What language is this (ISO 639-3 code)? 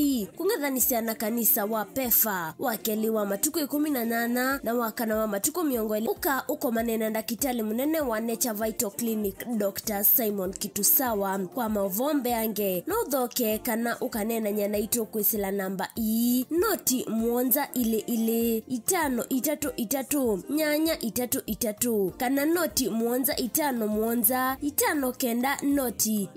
kam